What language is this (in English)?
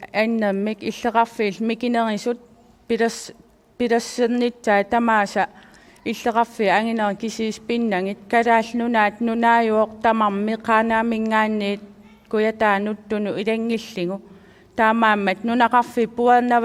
Kalaallisut